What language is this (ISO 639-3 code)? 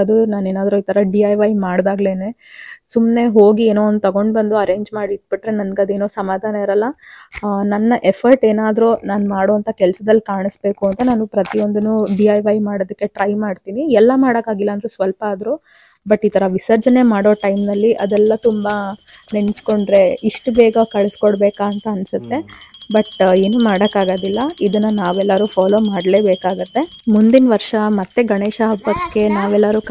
kan